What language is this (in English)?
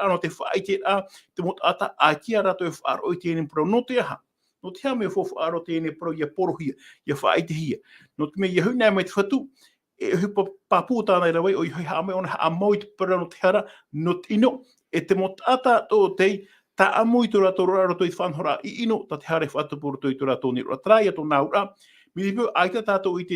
Tahitian